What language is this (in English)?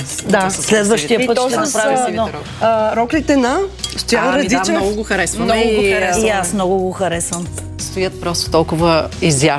Bulgarian